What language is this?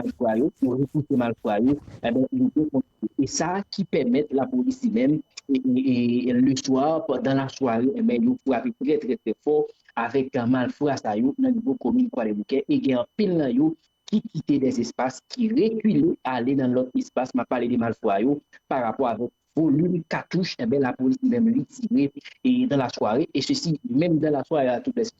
Haitian Creole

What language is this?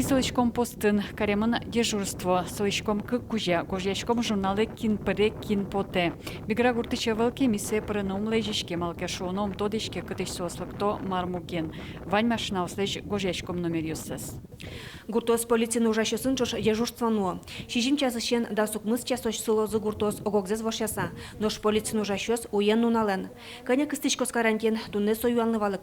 Udmurt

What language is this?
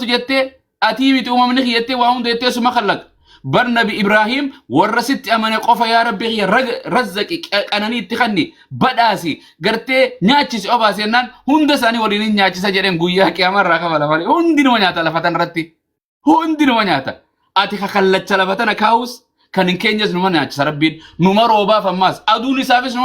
Oromo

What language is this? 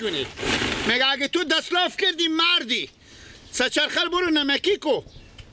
Persian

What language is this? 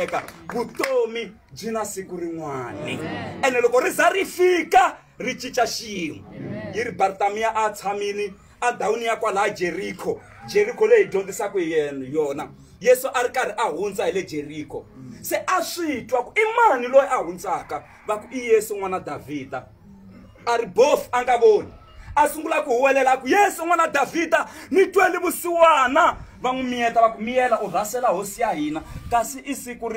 Tsonga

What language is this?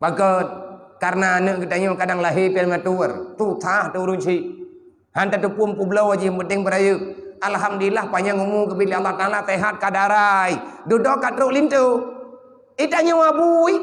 Achinese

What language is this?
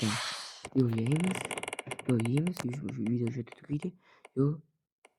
Uzbek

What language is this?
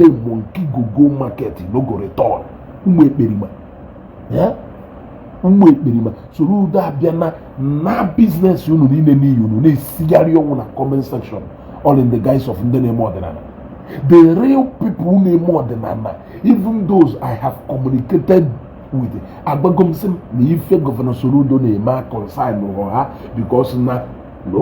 Igbo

